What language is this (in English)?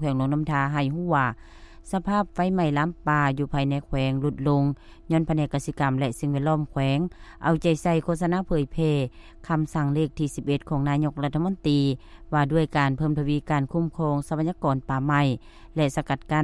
Lao